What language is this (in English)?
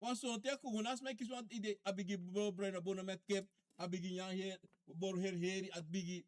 Sranan Tongo